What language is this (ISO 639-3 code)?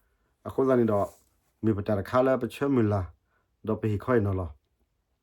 ksw